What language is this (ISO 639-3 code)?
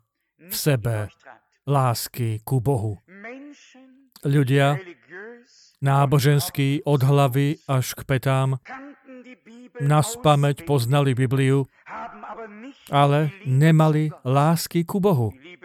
slk